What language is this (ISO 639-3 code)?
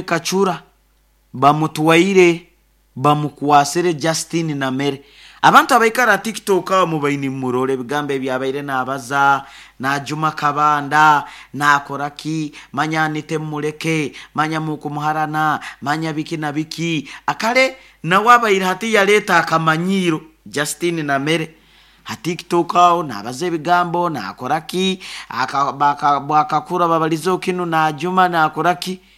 nyo